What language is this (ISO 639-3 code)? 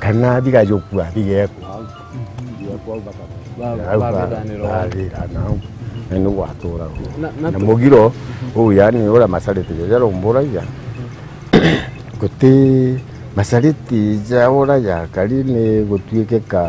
mer